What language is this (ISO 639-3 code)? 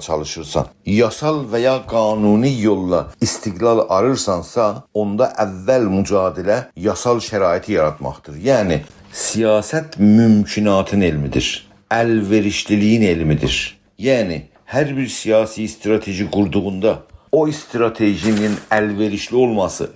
azb